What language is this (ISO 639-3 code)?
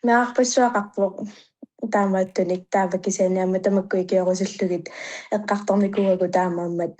kal